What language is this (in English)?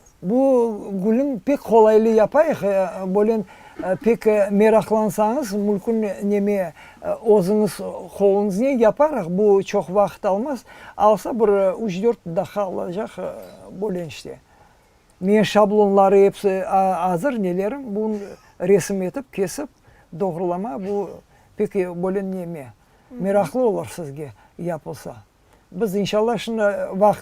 Crimean Tatar